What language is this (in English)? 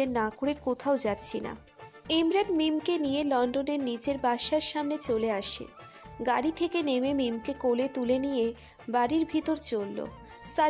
Bangla